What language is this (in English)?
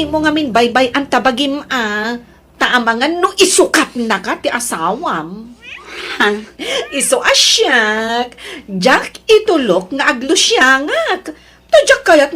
Iloko